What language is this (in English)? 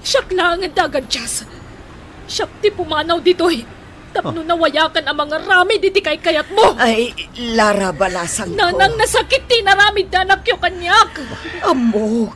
Iloko